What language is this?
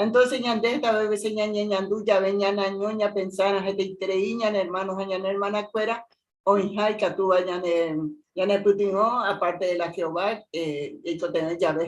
Guarani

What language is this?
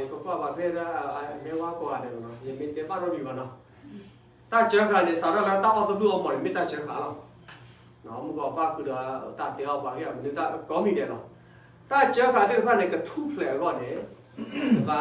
S'gaw Karen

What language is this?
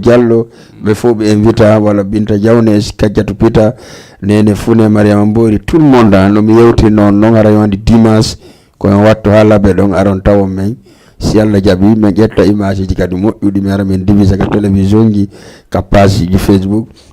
Fula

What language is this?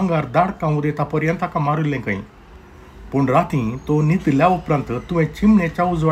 Konkani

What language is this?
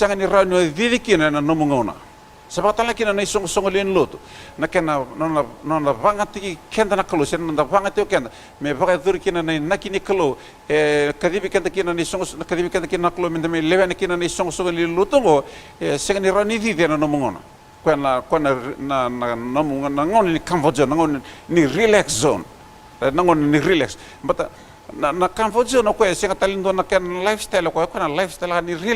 Fijian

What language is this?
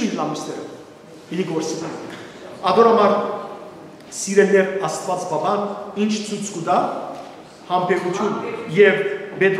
Western Armenian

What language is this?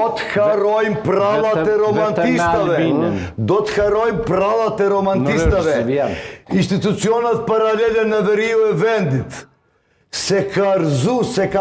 Albanian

